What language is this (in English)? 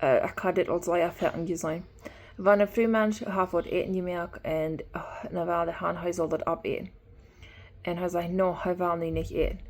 Plautdietsch